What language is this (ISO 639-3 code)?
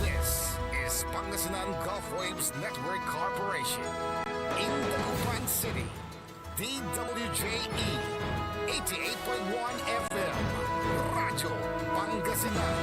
pag